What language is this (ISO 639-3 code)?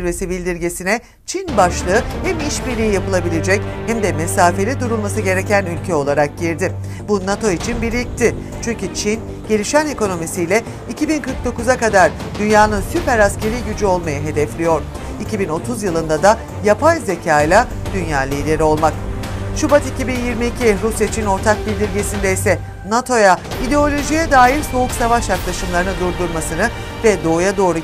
tur